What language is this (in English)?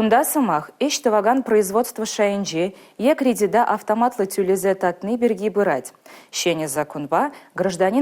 Chuvash